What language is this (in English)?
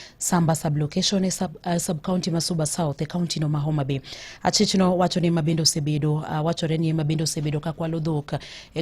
Luo (Kenya and Tanzania)